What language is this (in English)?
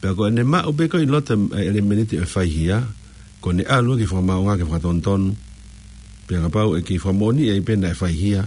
Tongan